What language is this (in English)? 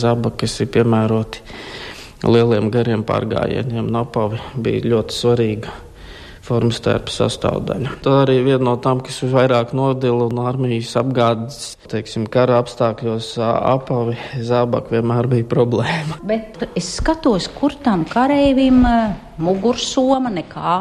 Latvian